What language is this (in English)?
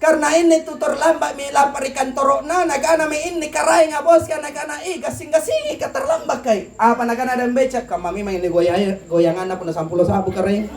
Makasar